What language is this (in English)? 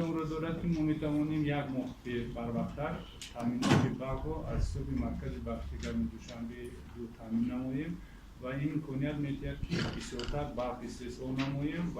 Tajik